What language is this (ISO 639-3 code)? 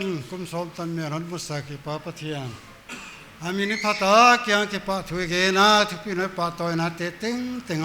pck